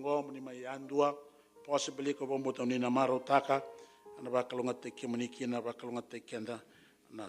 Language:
Fijian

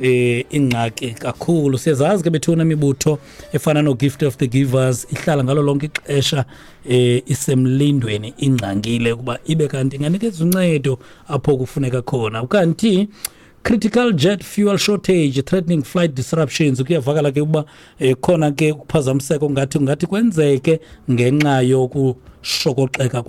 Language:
Xhosa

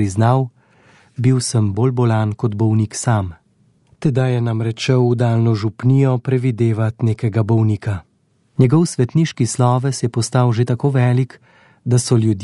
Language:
Slovenian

